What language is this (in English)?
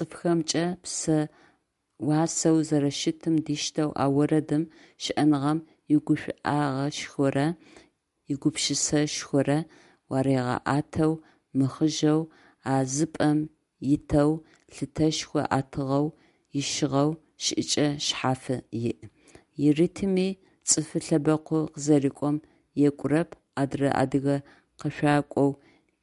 Adyghe